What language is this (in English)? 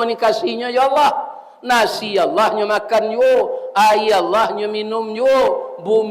Minangkabau